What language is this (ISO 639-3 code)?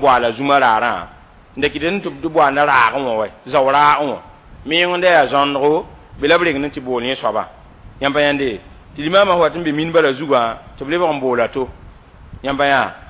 mos